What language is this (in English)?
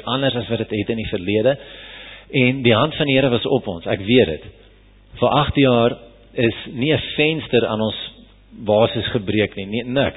Afrikaans